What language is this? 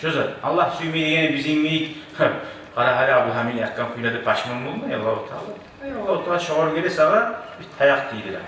Kumyk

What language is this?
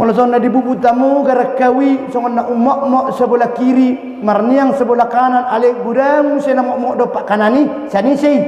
Batak Toba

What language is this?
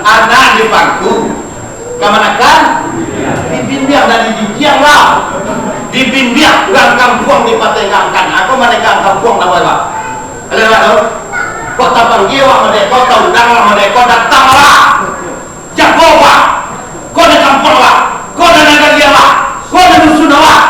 Minangkabau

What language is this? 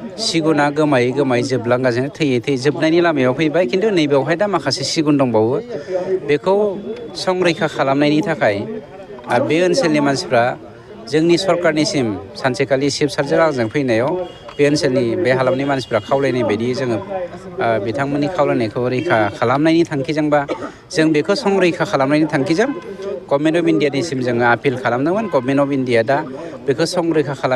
Bodo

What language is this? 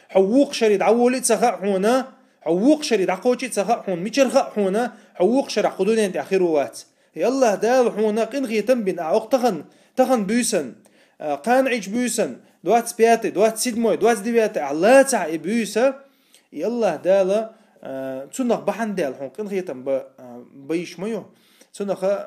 Chechen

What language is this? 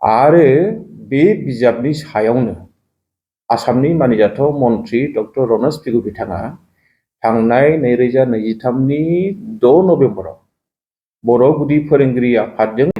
Bodo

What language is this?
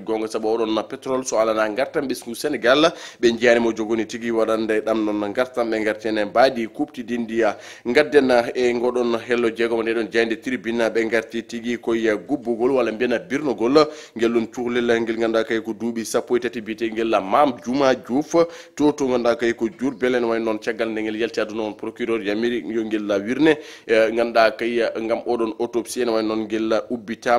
Fula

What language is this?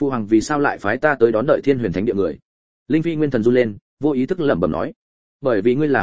Vietnamese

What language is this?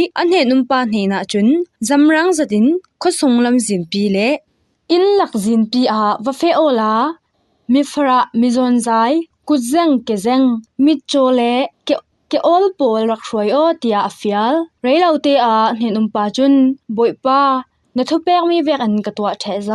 Falam Chin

